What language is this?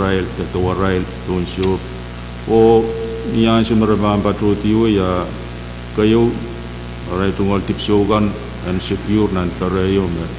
Pohnpeian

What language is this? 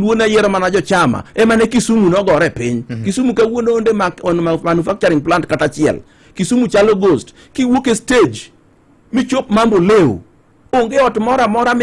Luo (Kenya and Tanzania)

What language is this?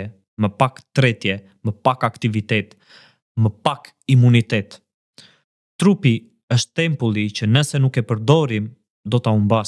Albanian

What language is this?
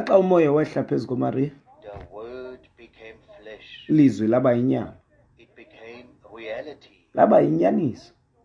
Xhosa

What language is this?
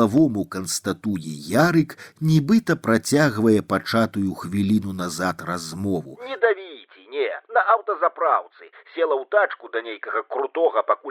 Belarusian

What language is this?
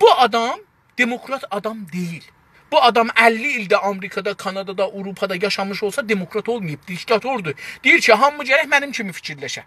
South Azerbaijani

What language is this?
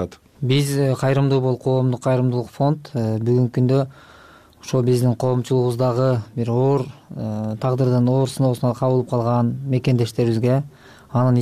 Kyrgyz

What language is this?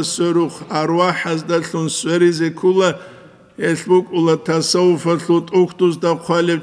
Avaric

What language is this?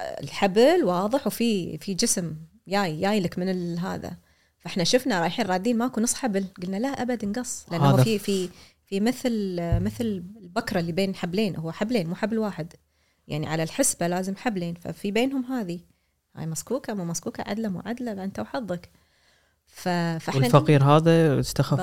Gulf Arabic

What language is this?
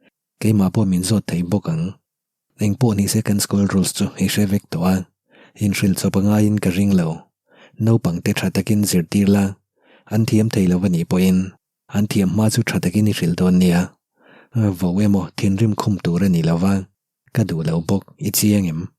Mizo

